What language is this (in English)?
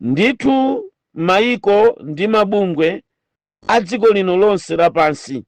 Nyanja